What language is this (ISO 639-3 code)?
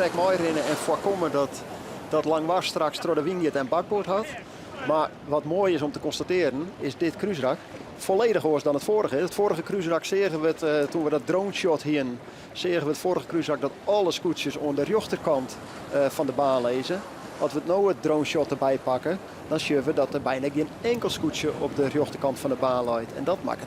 fry